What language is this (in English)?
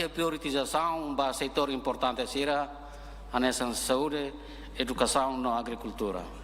Tetum